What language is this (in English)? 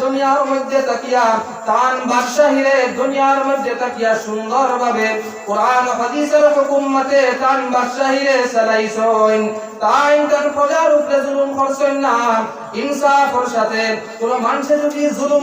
Sylheti